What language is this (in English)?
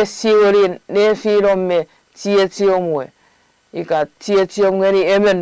Chuukese